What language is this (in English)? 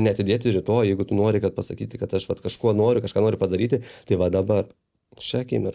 Lithuanian